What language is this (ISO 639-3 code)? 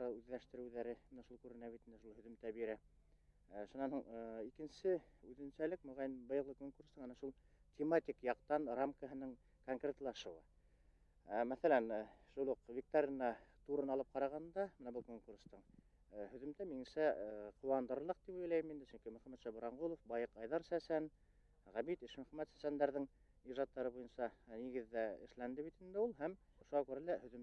bak